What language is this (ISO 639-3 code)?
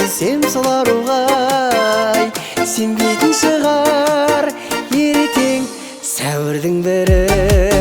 kaz